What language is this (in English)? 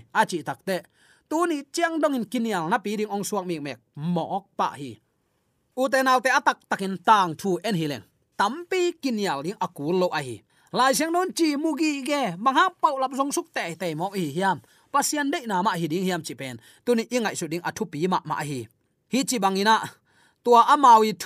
Tedim Chin